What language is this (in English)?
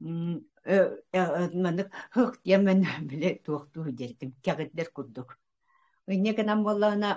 Yakut